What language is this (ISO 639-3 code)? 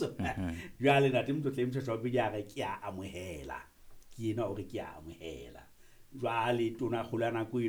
sot